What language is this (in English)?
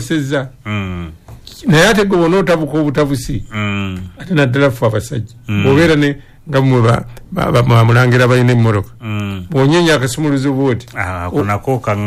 Ganda